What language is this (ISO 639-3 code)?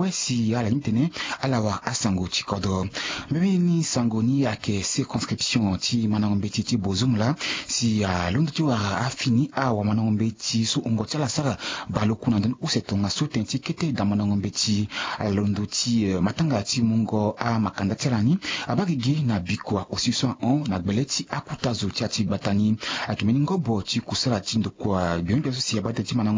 sag